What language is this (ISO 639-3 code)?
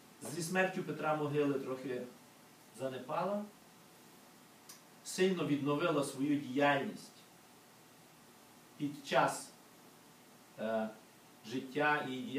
ukr